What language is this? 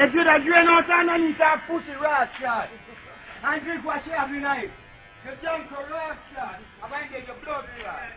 Jamaican Creole English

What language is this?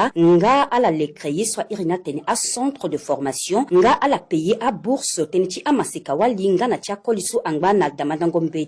Sango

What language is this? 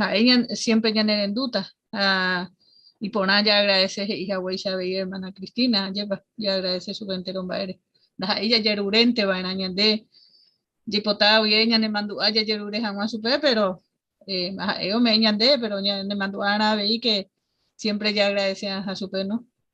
Guarani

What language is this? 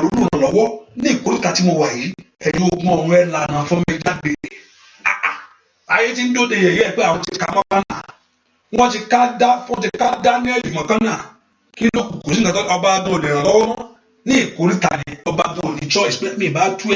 Yoruba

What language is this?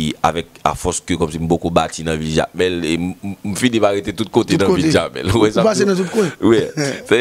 Haitian Creole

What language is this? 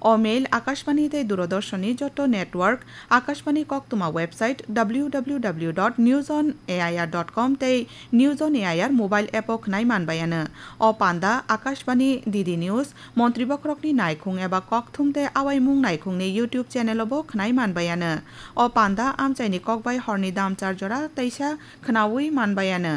Kok Borok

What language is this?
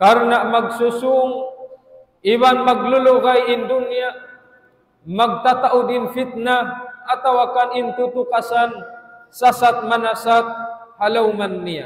Tausug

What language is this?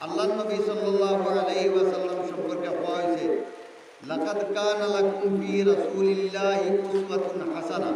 Sylheti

